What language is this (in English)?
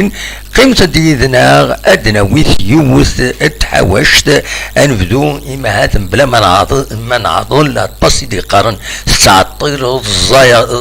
Kabyle